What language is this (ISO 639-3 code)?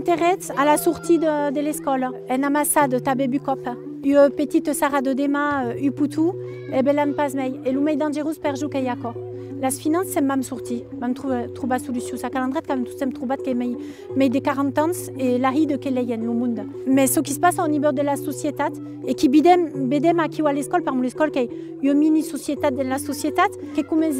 oci